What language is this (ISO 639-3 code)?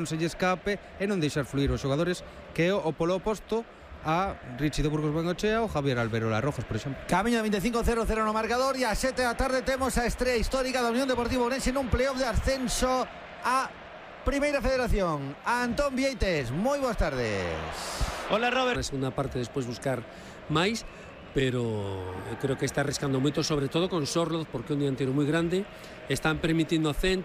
glg